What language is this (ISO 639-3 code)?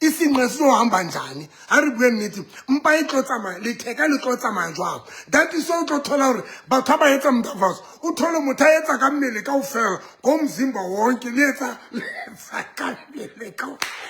sot